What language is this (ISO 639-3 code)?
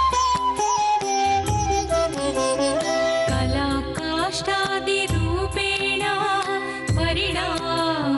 kan